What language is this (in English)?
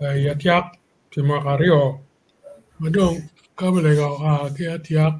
Acoli